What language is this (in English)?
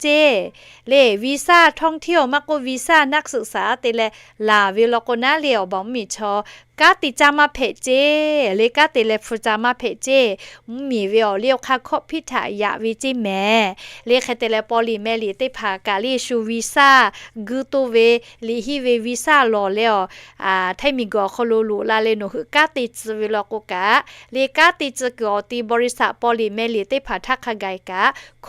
Lahu